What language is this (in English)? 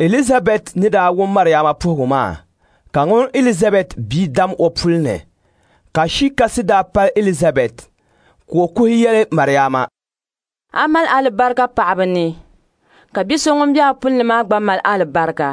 Dagbani